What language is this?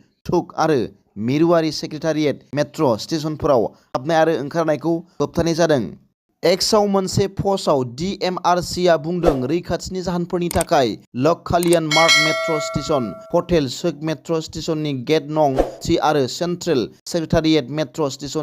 Bodo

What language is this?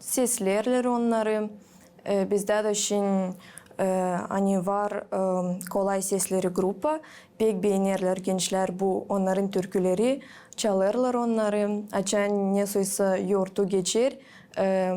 Gagauz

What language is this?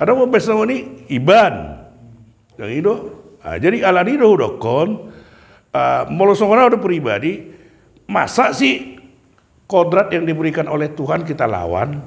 Batak Toba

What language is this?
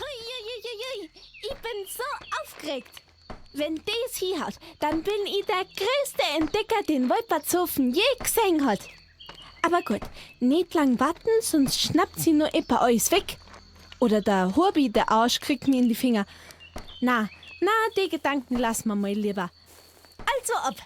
Bavarian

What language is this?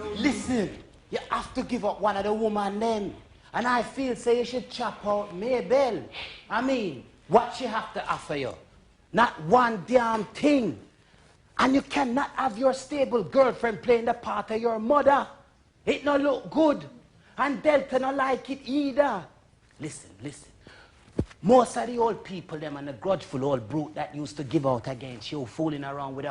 Jamaican Creole English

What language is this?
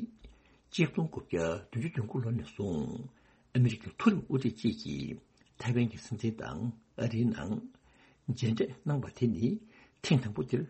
Tibetan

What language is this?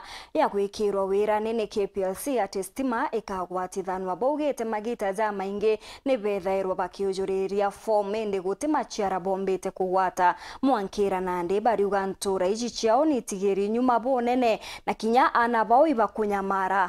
Meru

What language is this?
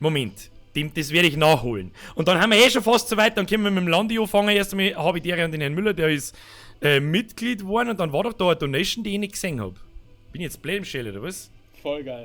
Bavarian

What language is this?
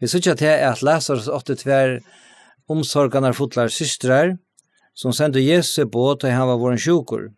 Faroese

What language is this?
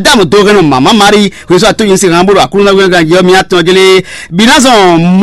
Fon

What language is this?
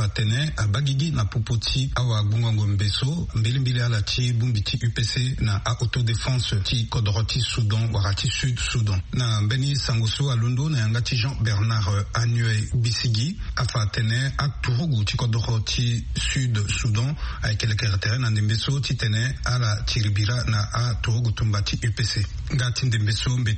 Sango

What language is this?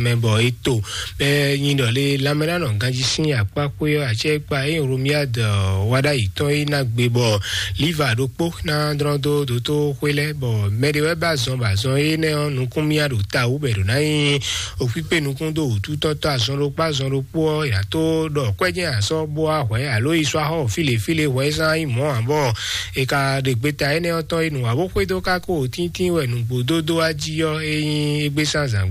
Fon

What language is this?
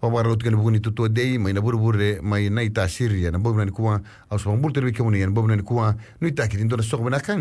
Fijian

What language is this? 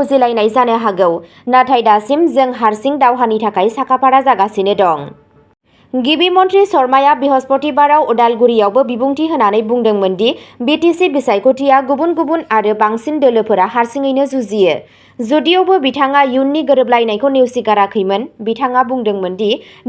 Bodo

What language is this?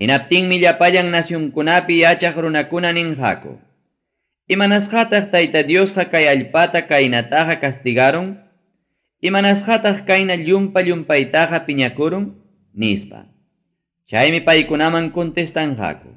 Ayacucho Quechua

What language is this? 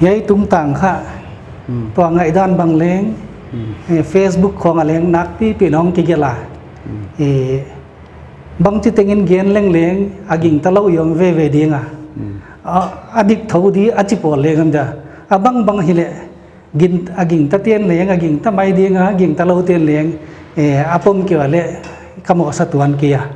Paite Chin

